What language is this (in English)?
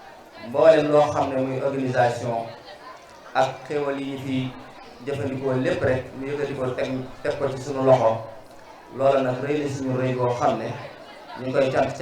Wolof